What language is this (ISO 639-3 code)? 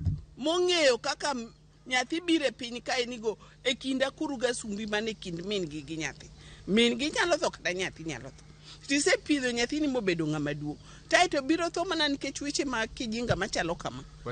luo